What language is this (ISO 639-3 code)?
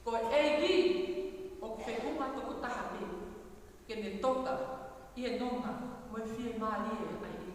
ton